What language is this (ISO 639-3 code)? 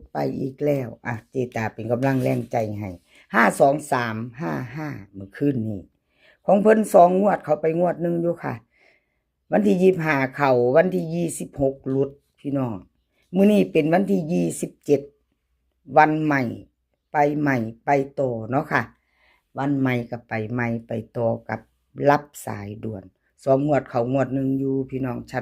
tts